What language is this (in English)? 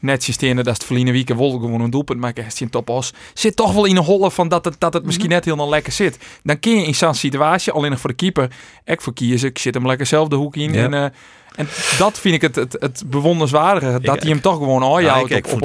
Western Frisian